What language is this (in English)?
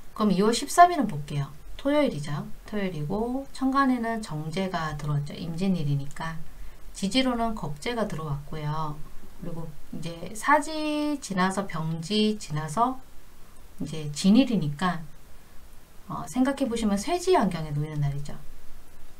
Korean